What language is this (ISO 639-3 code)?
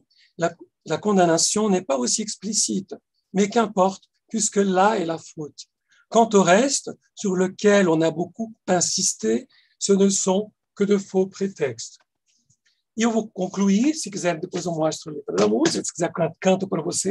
por